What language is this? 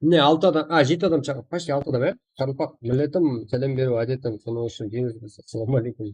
Kara-Kalpak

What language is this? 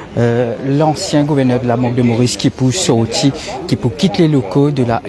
Morisyen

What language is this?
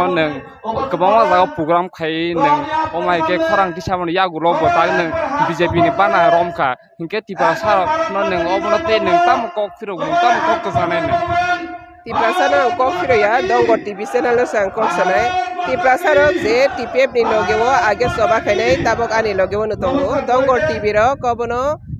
Kok Borok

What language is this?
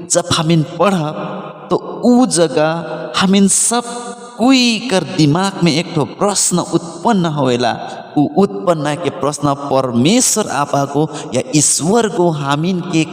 Sadri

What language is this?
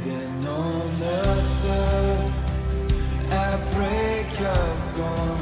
Waray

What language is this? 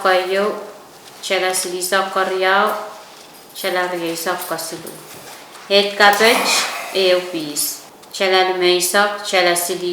Pohnpeian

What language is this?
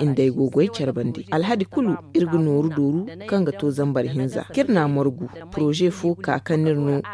Zarma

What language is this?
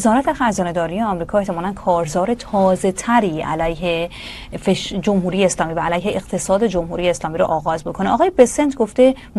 Persian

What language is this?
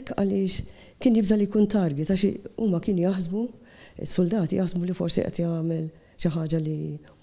Maltese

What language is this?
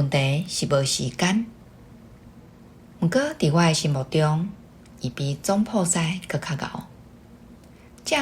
Min Nan Chinese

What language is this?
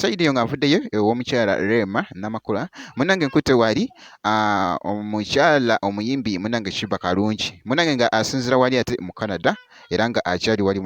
Ganda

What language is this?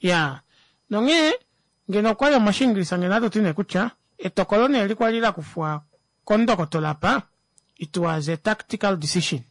Kuanyama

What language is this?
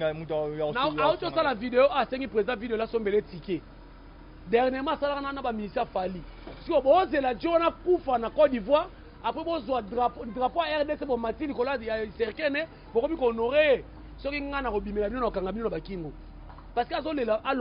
Lingala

